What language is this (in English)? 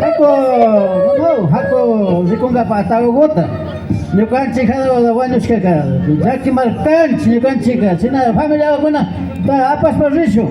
Imbabura Highland Quichua